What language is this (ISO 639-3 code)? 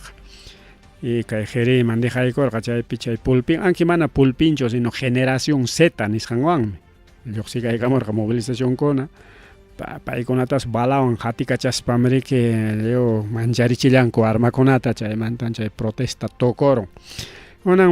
quy